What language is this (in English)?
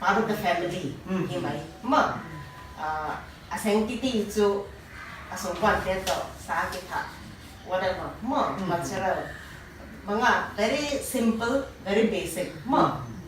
Paite Chin